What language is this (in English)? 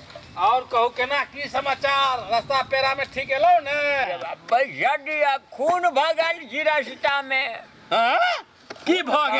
Maithili